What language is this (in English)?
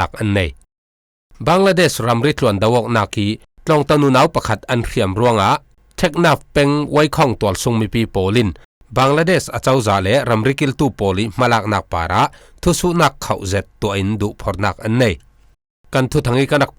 Falam Chin